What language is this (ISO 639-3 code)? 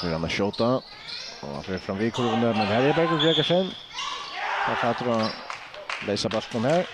fao